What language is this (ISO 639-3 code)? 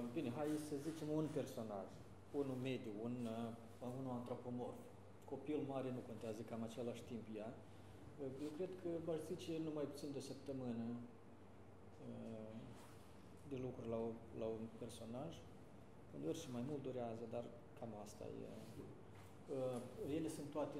ron